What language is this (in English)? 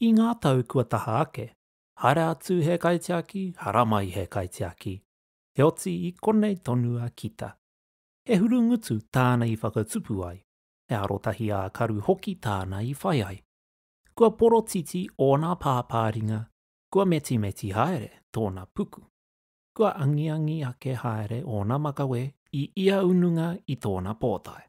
Māori